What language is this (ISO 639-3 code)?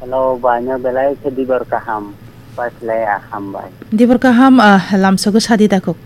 trp